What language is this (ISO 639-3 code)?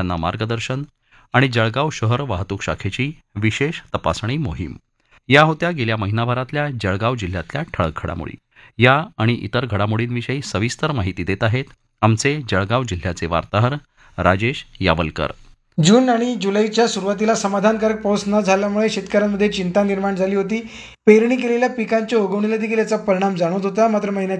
mar